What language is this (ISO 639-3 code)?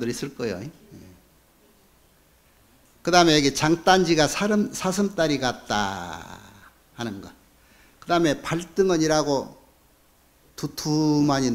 kor